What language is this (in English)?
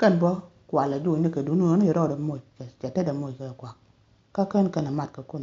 Nuer